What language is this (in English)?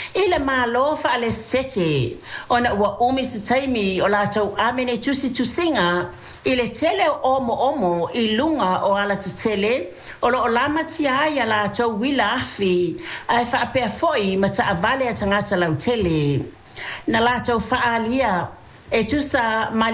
Samoan